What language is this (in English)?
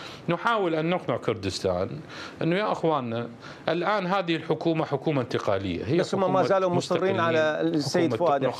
Mesopotamian Arabic